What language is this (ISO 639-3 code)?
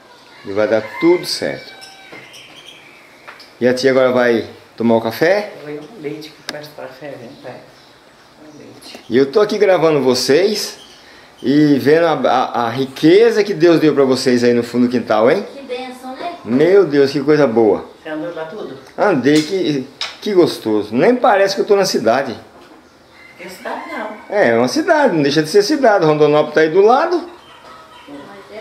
por